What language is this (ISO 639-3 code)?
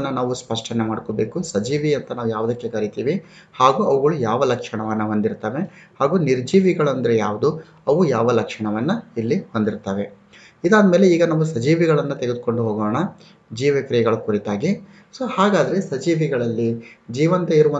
kan